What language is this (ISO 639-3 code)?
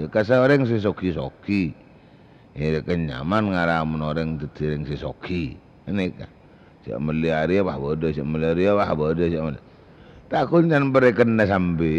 mad